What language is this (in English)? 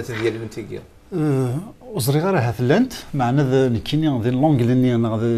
Kabyle